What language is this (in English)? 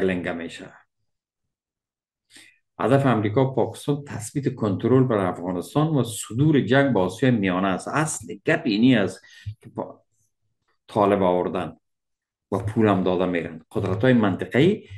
Persian